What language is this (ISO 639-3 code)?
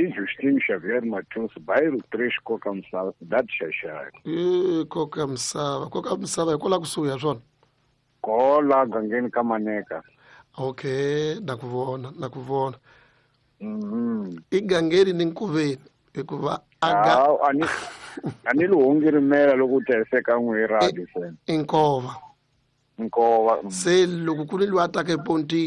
tso